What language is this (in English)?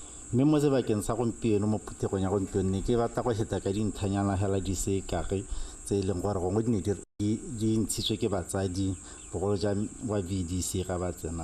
Tswana